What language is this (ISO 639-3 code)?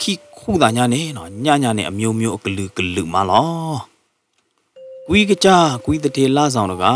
ksw